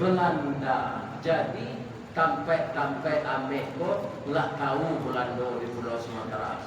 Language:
Minangkabau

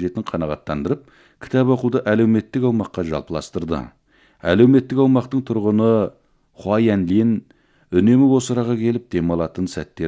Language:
Kazakh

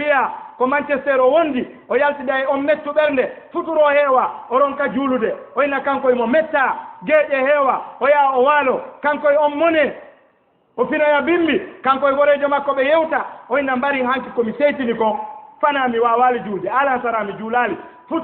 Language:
Fula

